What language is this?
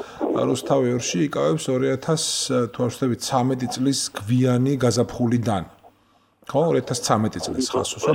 Georgian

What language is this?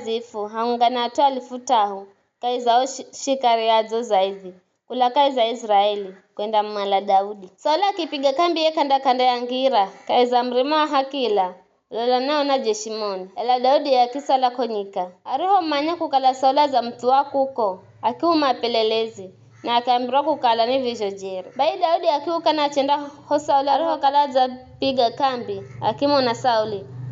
Giryama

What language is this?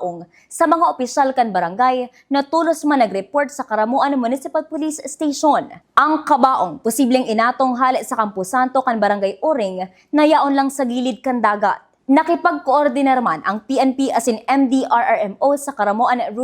Bikol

